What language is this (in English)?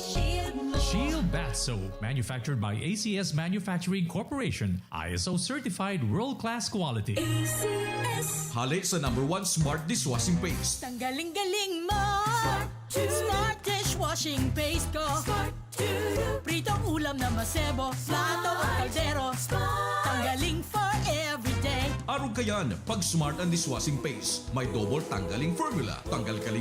Bikol